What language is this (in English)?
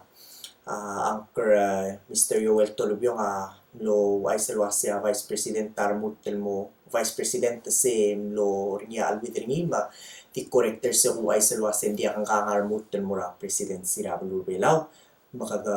Palauan